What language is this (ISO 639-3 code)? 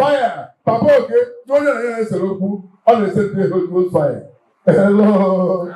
ibo